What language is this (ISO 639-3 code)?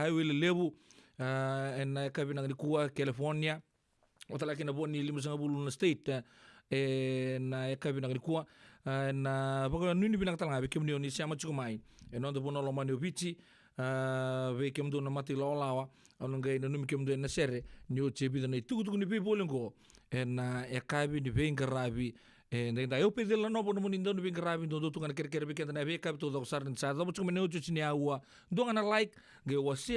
fij